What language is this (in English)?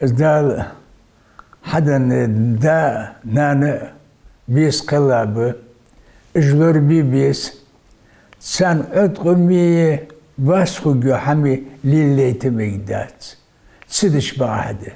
Ingush